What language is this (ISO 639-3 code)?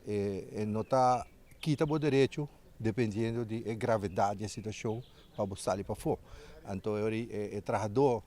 pap